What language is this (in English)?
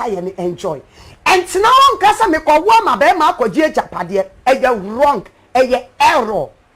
Akan